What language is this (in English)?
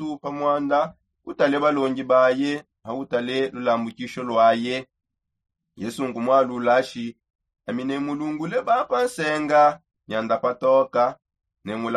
Songe